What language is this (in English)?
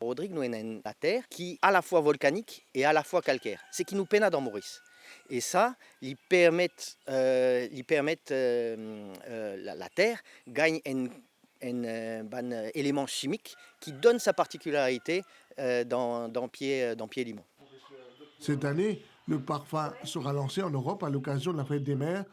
Morisyen